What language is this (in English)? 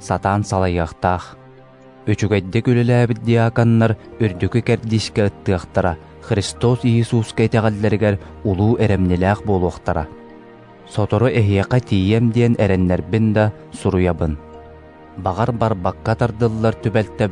Yakut